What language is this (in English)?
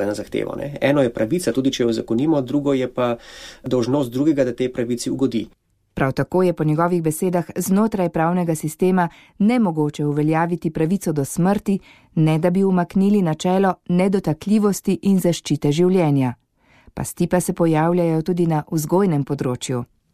Slovenian